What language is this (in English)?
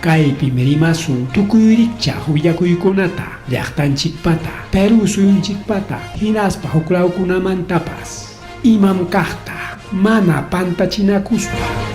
Ayacucho Quechua